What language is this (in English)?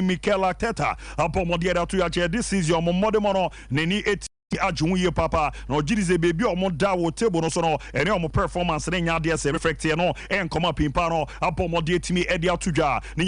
Akan